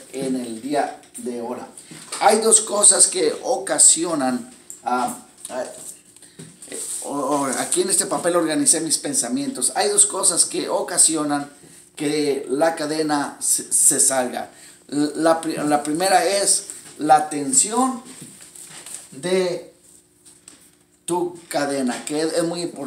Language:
Spanish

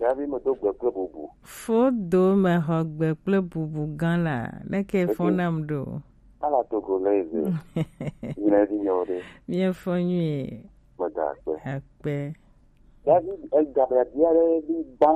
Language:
Gen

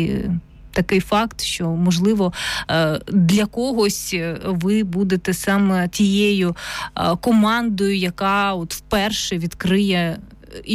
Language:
Ukrainian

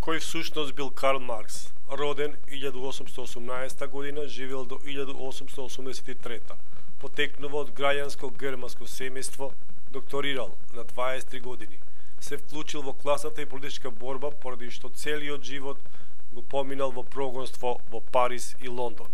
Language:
Macedonian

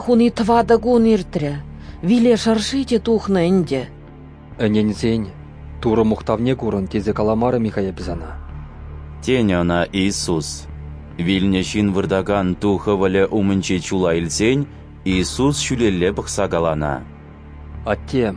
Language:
Chuvash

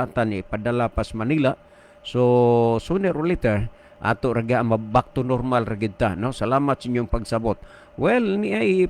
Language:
Cebuano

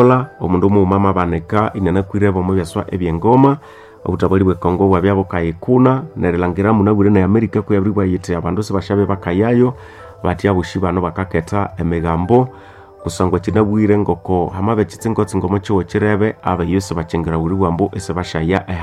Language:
Nande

